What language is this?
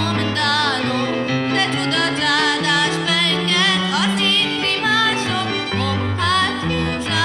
Hungarian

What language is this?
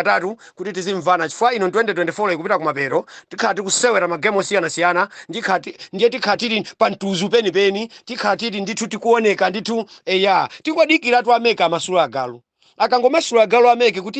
Nyanja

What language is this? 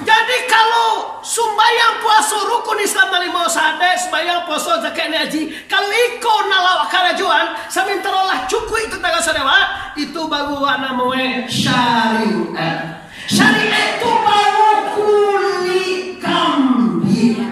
Minangkabau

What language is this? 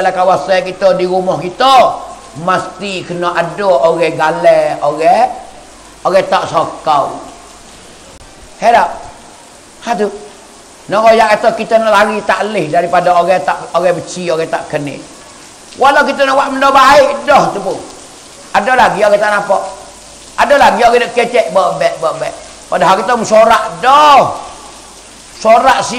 Pattani Malay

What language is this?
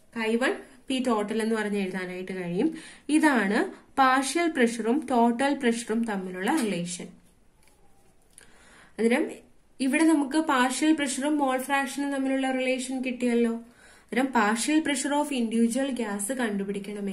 Malayalam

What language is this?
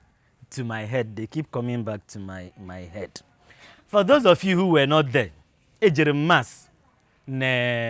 Igbo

